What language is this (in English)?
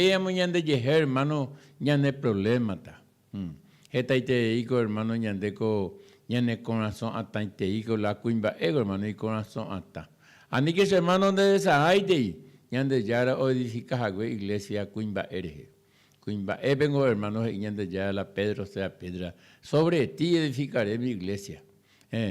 Guarani